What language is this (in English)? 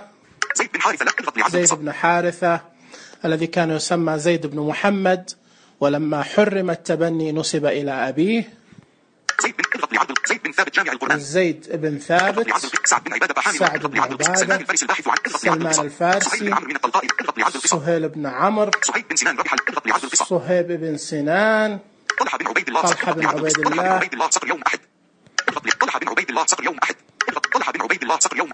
Najdi Arabic